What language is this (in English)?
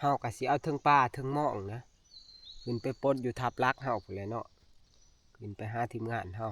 Northeastern Thai